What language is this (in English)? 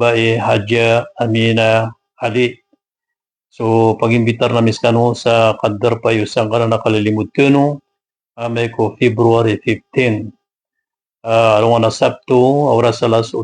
Maranao